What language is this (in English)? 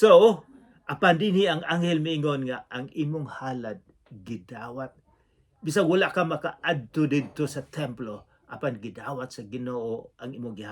Cebuano